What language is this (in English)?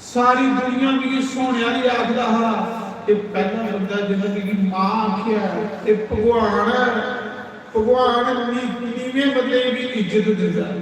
Dogri